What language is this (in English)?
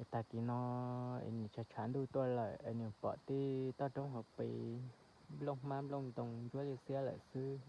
Hmong